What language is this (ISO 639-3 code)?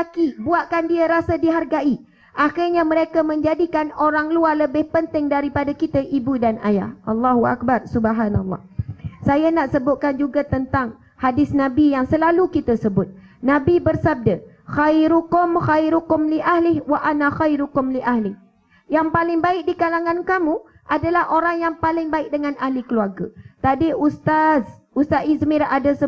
msa